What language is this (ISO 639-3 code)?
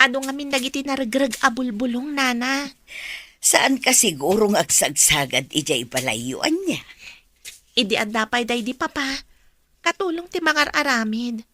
ilo